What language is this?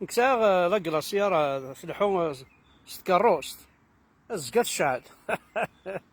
Kabyle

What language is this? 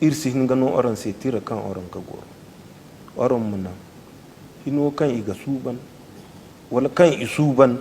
Zarma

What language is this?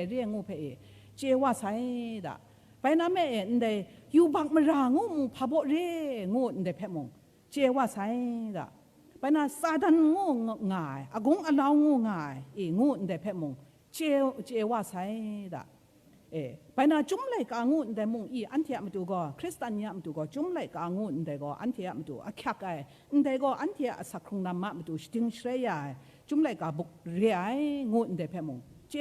Kachin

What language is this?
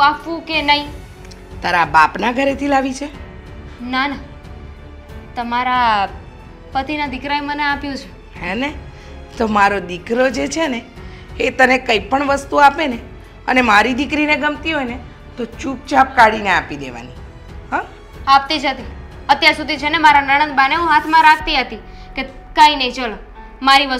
Gujarati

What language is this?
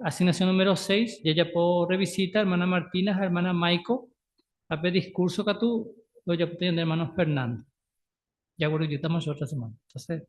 Guarani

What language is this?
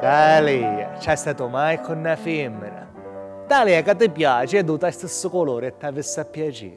Sicilian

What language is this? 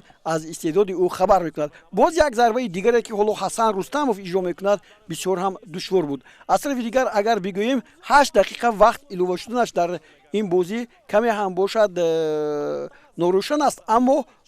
Tajik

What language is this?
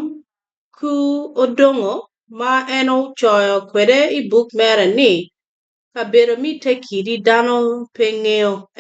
Acoli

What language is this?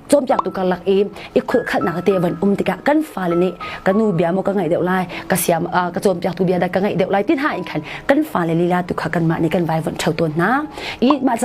Hakha Chin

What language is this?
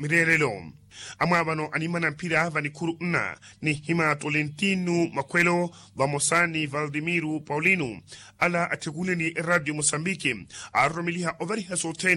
Makhuwa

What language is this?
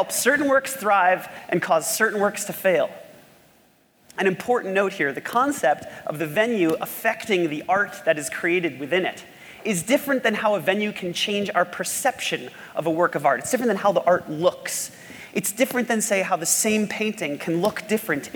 English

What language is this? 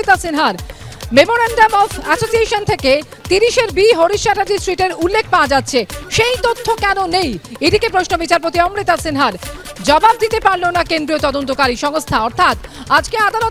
Bangla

